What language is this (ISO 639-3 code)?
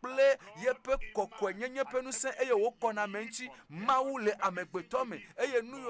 ewe